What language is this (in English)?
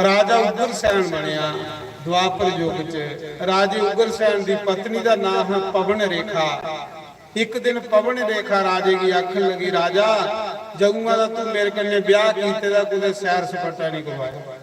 Dogri